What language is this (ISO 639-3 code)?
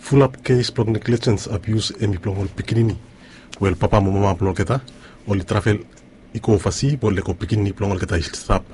bis